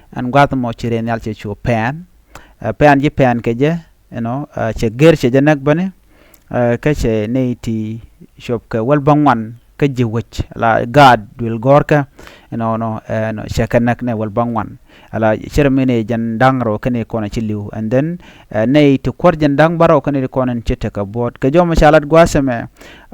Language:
Nuer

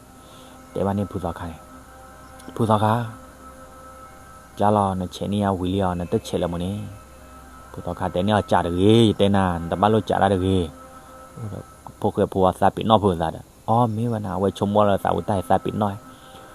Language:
S'gaw Karen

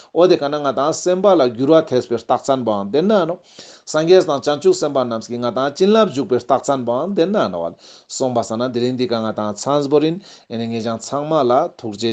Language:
Ladakhi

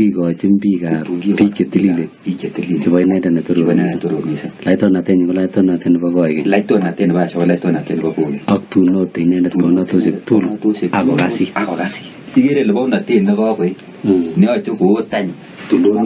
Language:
Kalenjin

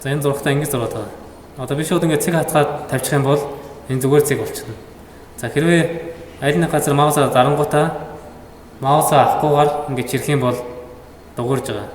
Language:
Mongolian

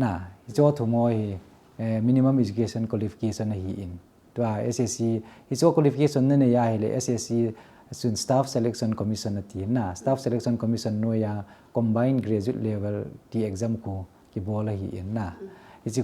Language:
Thado Chin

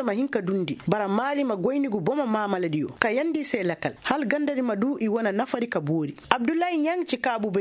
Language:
Koyraboro Senni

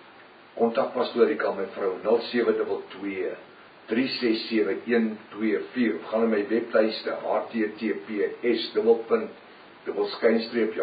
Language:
Afrikaans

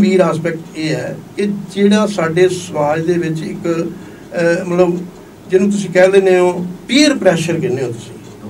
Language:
Punjabi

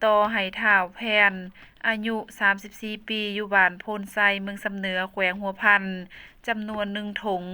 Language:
Lao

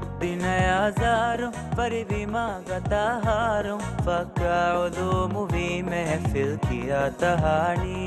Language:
Divehi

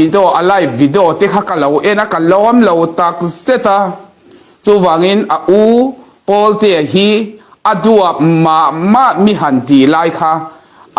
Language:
Mizo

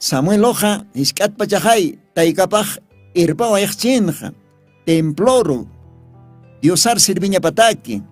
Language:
Aymara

